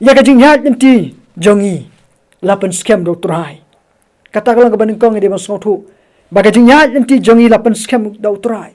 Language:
Khasi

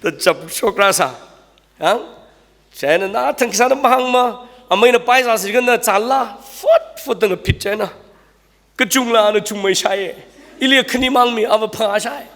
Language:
Tangkhul Naga (India)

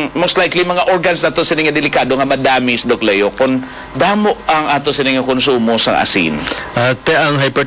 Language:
Hiligaynon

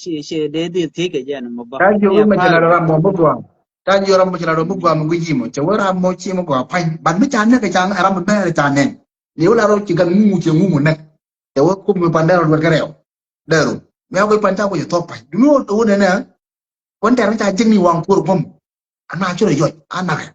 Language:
Nuer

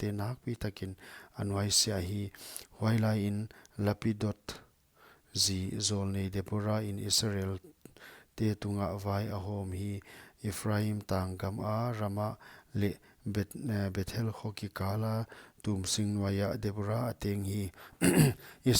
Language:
Paite Chin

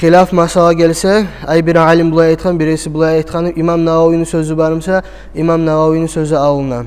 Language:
Kumyk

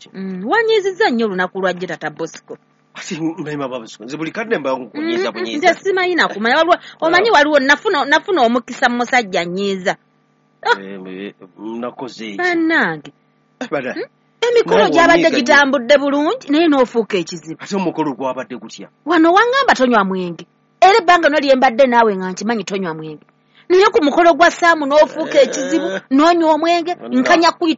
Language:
Ganda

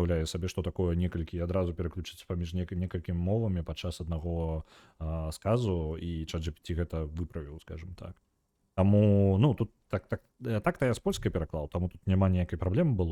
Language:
Belarusian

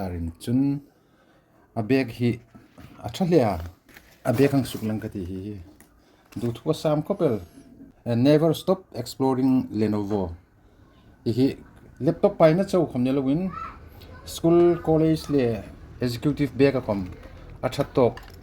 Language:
Hmar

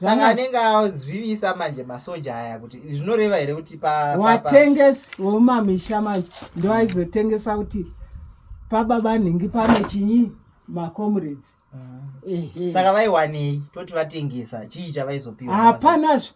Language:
Shona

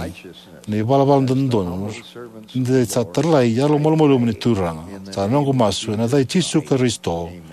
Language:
Fijian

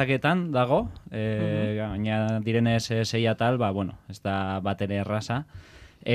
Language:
Basque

